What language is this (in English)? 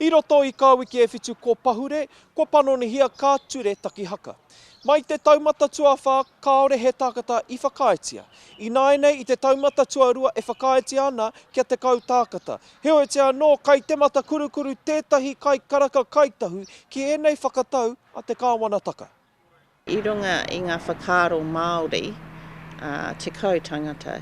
Māori